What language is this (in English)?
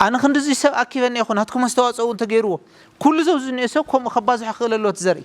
Tigrinya